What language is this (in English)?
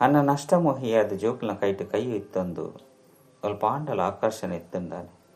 Tulu